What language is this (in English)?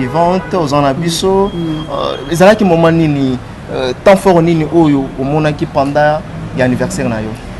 Lingala